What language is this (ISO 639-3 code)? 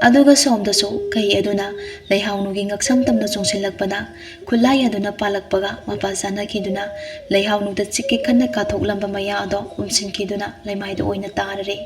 mni